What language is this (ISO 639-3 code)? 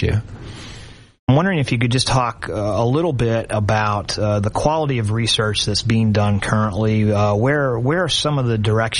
eng